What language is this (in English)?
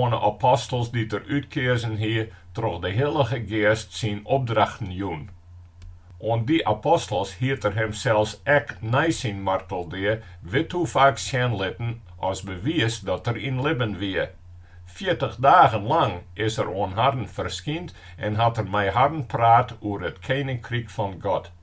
Western Frisian